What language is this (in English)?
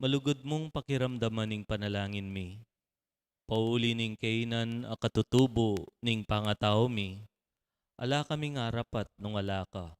Pampanga